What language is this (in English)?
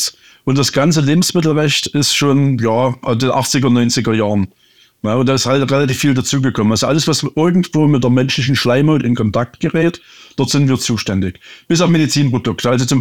German